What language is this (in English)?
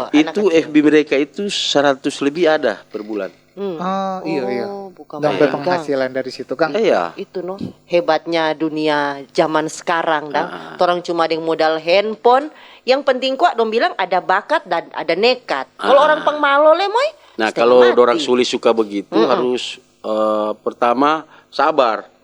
Manado Malay